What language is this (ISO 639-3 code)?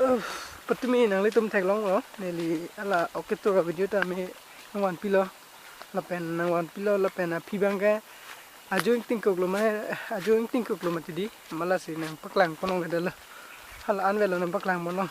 mjw